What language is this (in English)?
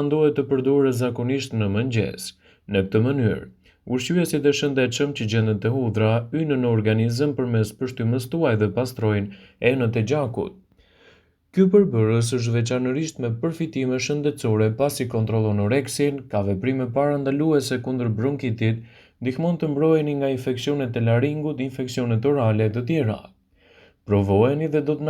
Albanian